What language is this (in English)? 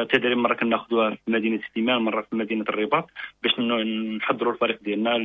Moroccan Arabic